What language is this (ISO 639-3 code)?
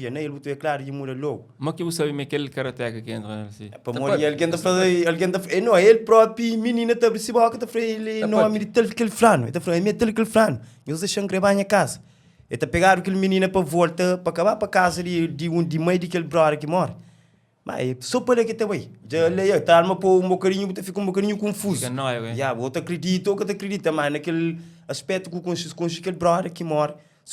kea